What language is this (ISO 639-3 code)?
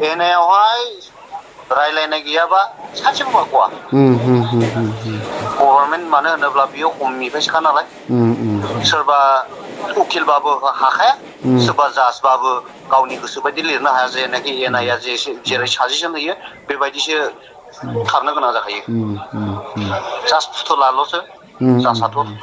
brx